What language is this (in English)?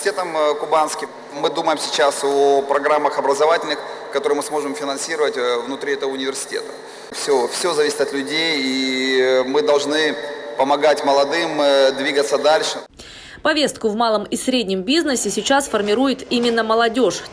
Russian